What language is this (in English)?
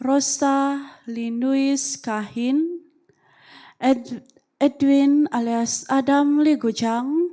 Central Dusun